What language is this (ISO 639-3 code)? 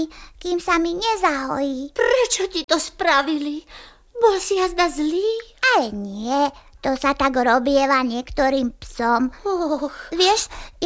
slk